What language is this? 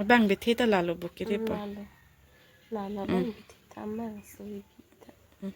Karbi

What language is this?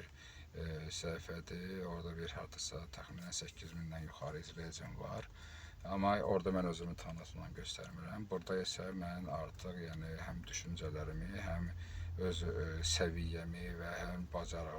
Azerbaijani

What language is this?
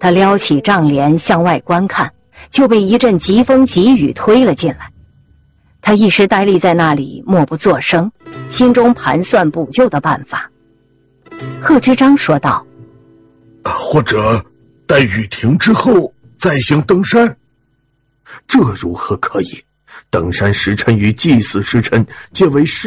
Chinese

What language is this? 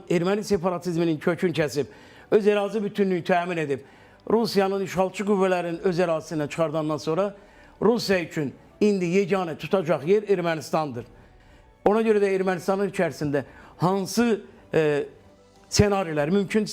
Azerbaijani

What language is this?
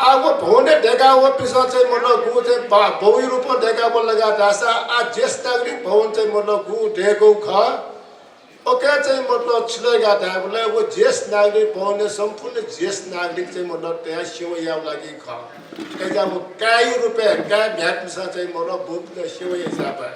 Newari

